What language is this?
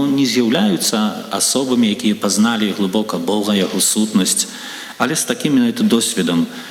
Belarusian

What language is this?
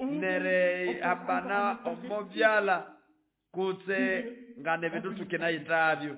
Nande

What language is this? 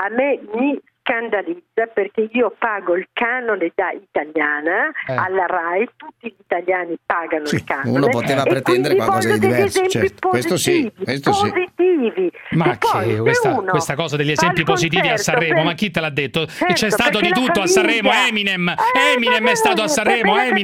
Italian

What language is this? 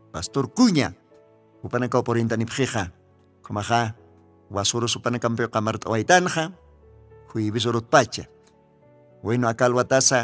Aymara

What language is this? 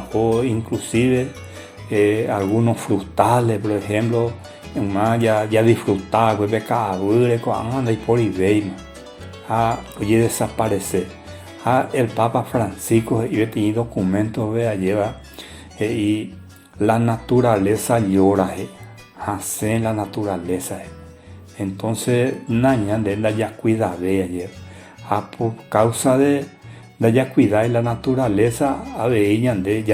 Guarani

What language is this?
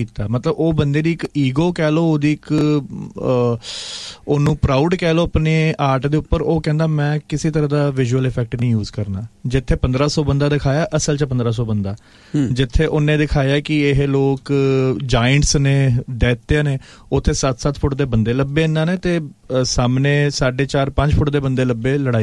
Punjabi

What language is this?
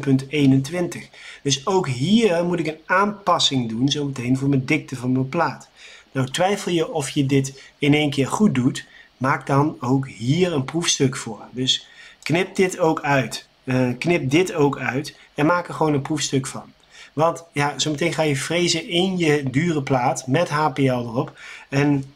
Dutch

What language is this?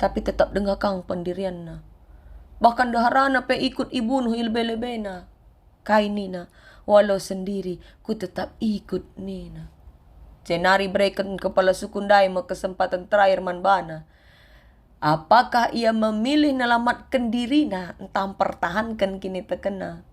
Batak Karo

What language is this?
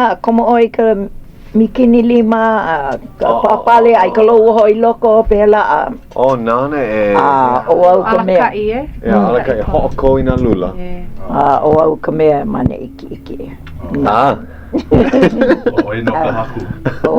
Hawaiian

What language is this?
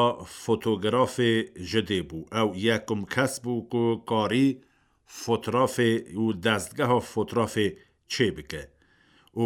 Kurdish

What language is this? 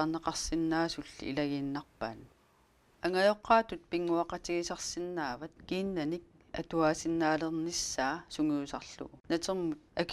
Kalaallisut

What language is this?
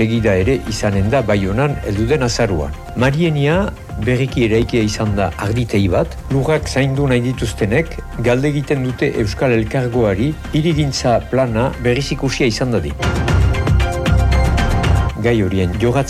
Basque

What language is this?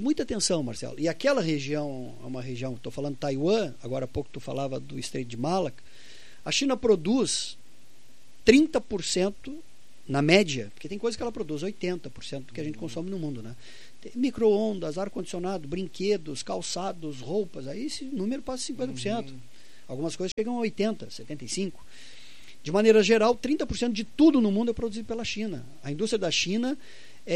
Portuguese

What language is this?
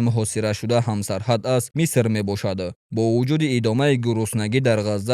Tajik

